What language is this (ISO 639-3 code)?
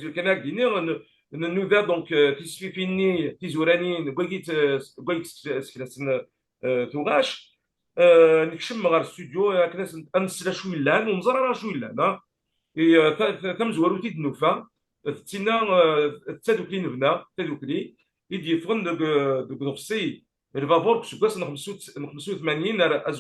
kab